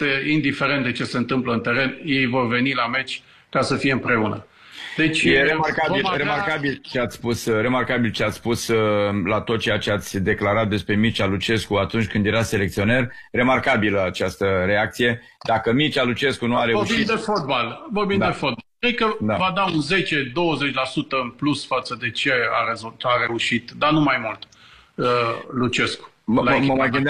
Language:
Romanian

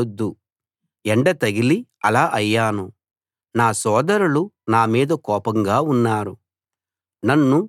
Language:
Telugu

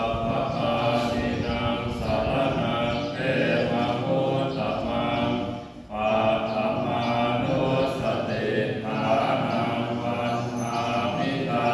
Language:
Pali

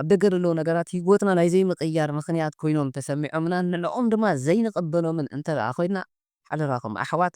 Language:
Tigrinya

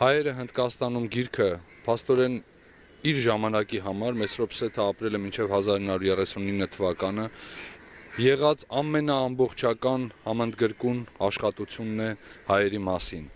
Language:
Armenian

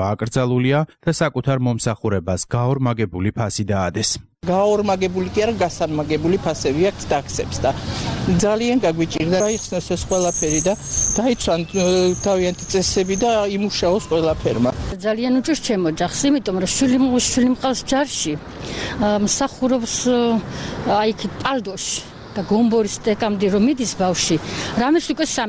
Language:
Georgian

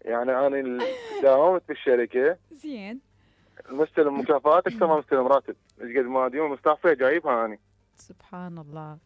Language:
Mesopotamian Arabic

